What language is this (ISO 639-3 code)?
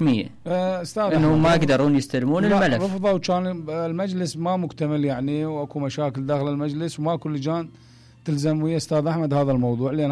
acm